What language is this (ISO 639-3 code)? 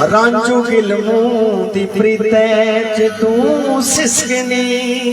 doi